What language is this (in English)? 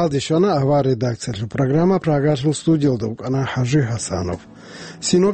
Avaric